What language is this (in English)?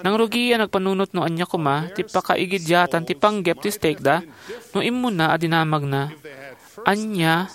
Iloko